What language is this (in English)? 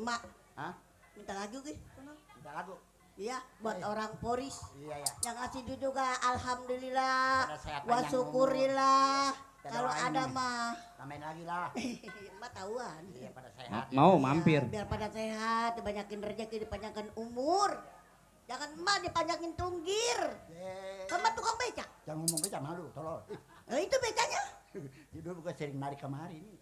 Betawi